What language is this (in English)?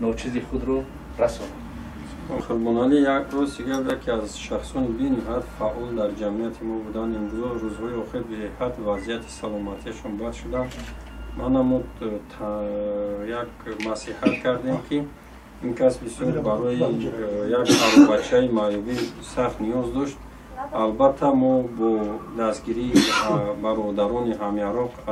Tajik